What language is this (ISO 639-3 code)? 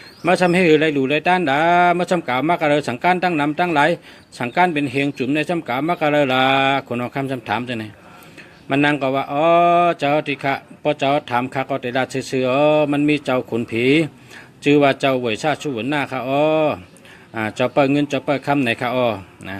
shn